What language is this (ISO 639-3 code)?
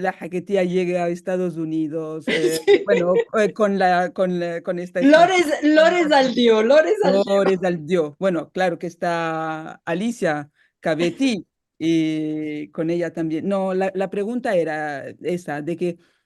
lad